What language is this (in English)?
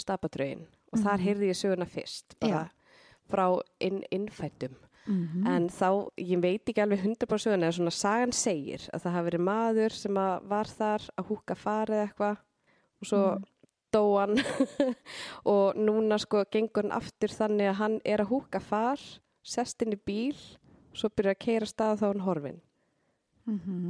Icelandic